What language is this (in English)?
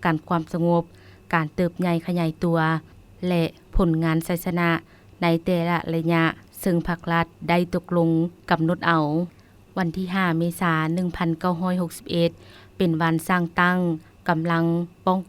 Lao